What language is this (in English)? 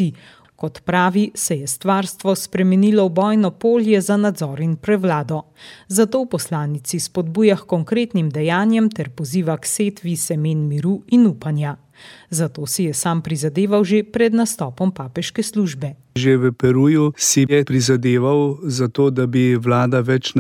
Slovenian